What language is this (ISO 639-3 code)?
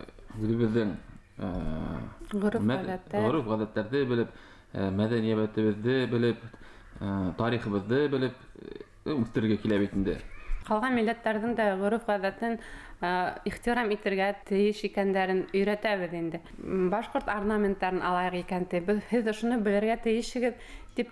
bak